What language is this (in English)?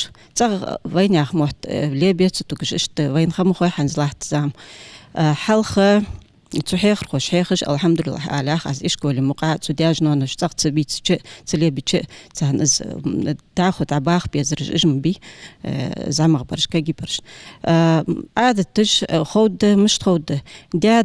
Ingush